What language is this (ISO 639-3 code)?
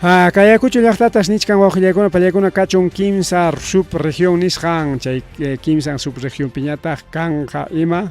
quy